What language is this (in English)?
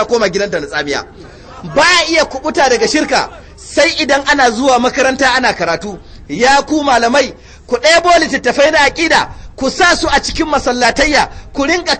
Hausa